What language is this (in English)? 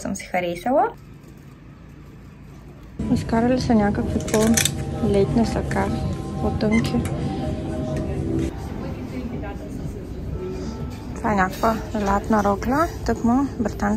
Bulgarian